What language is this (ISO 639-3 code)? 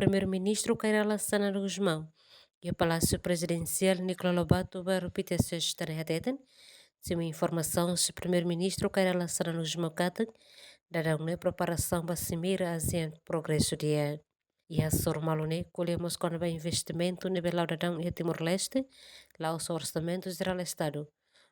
tet